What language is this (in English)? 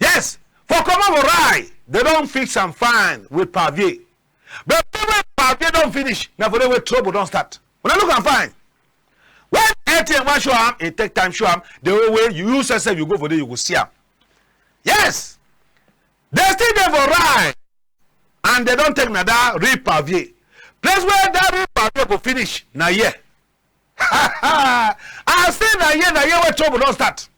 Cameroon Pidgin